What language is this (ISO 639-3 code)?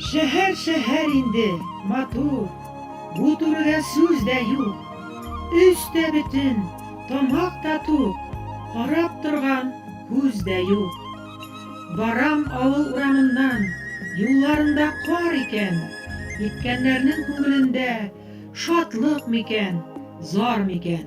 bak